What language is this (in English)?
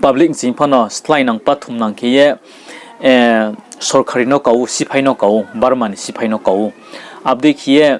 Riang (India)